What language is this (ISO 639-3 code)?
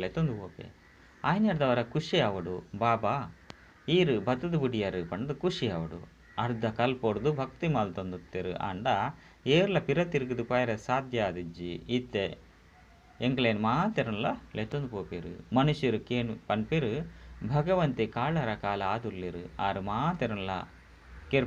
tcy